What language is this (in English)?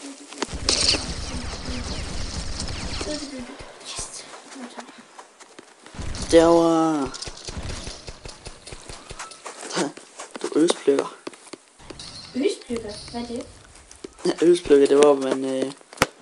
Danish